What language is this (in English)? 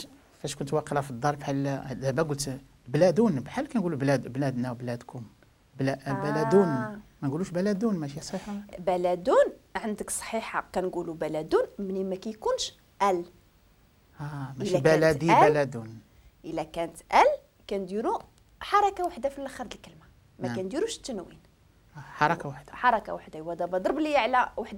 Moroccan Arabic